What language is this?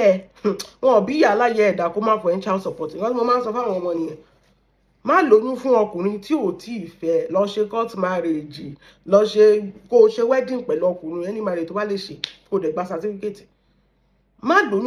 Yoruba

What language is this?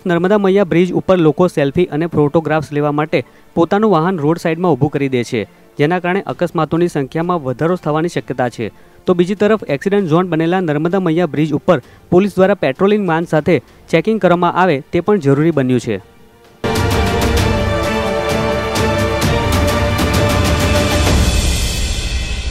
Gujarati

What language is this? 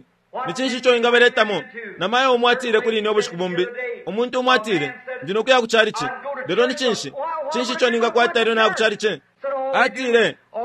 Bemba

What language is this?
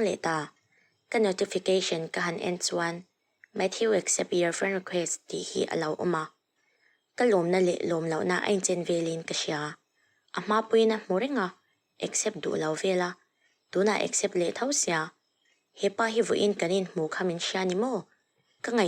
Mizo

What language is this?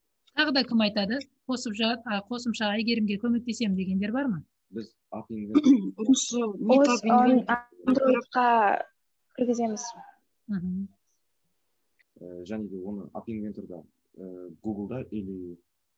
Kazakh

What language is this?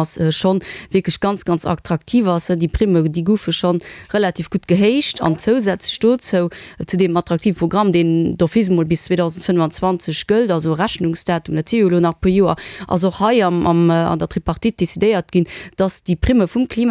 Luxembourgish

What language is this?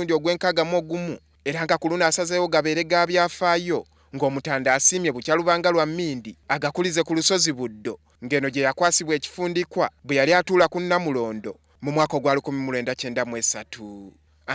Ganda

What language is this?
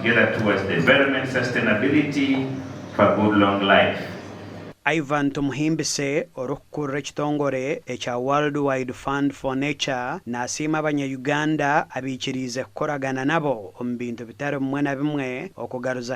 Nyankole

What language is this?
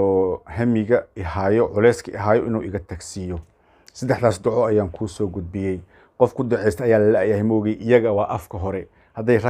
Somali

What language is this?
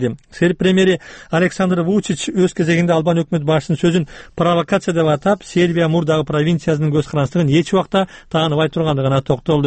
Kyrgyz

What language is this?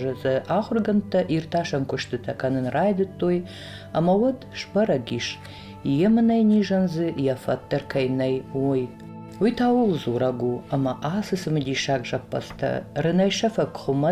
Ossetic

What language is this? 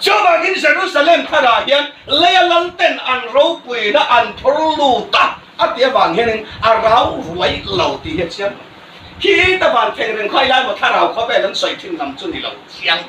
Hmar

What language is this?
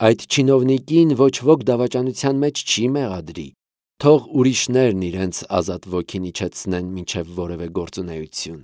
Armenian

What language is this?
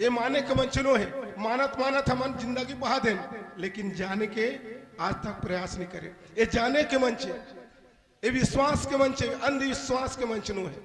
Chhattisgarhi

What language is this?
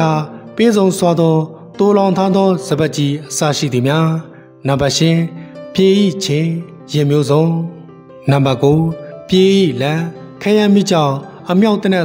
Burmese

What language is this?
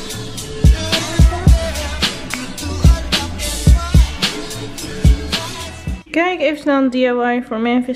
Dutch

